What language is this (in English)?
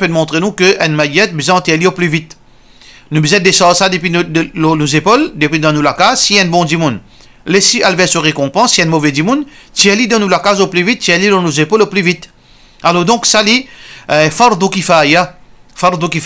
Morisyen